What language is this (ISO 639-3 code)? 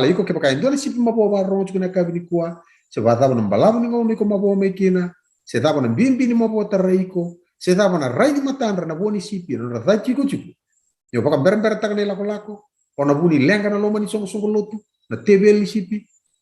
fij